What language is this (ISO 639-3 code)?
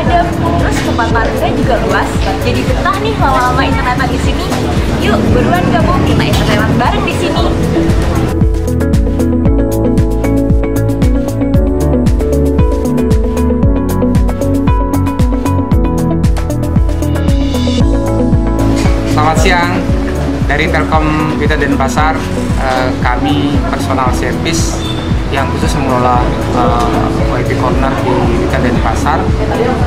ind